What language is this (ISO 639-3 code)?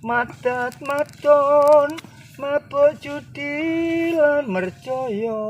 jav